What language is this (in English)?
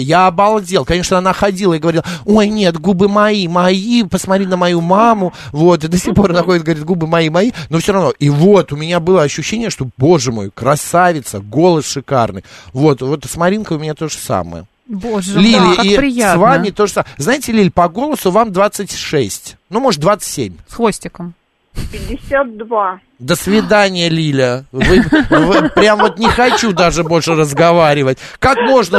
Russian